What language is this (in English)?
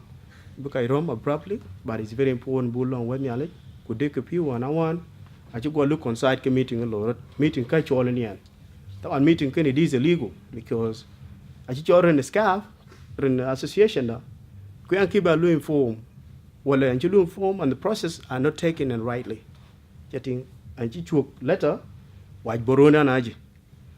Dinka